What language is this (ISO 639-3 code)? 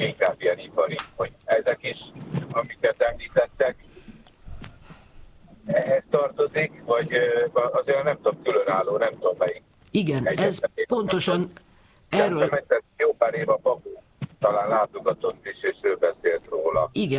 hun